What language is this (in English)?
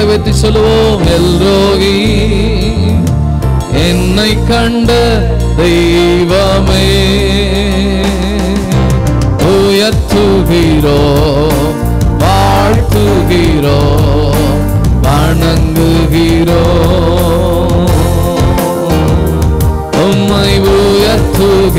Tamil